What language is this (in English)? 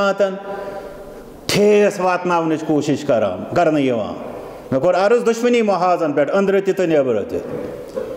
Kashmiri